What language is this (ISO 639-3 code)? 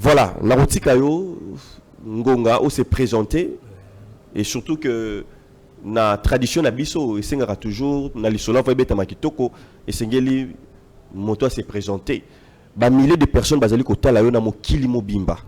lin